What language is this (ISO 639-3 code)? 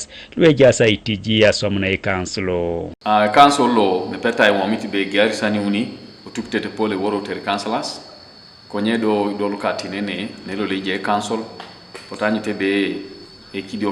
teo